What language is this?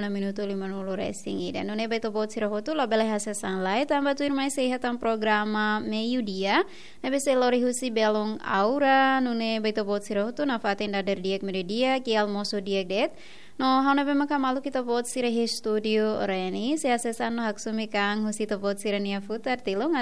Tetum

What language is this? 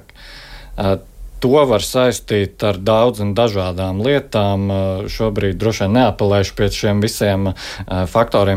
Latvian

